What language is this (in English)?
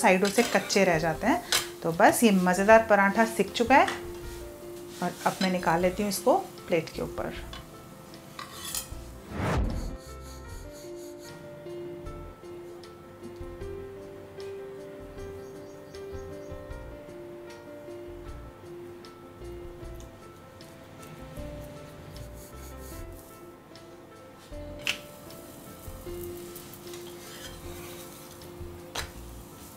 Hindi